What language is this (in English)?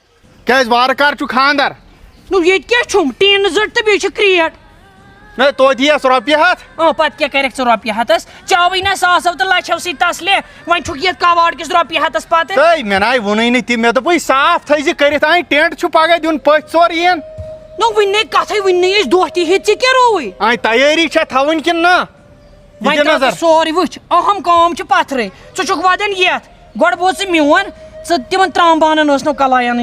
Kashmiri